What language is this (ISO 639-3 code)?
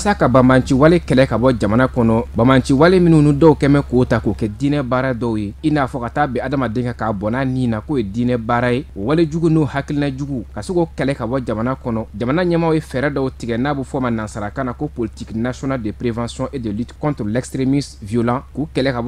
bam